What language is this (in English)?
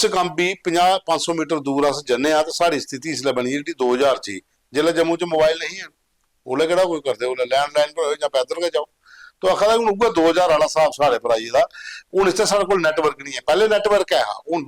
Dogri